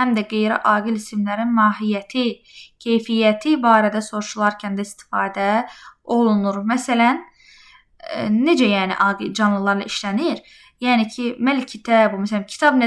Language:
Azerbaijani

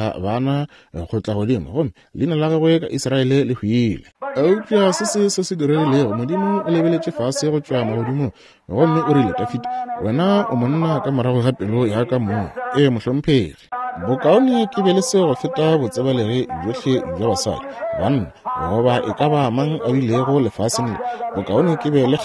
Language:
Northern Sotho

